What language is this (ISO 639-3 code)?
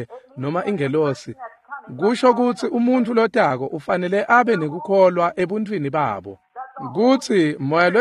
ssw